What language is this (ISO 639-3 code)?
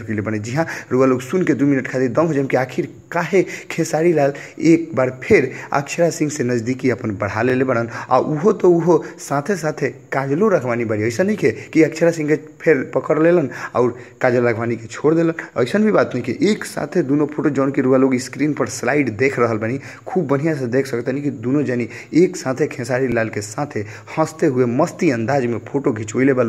bho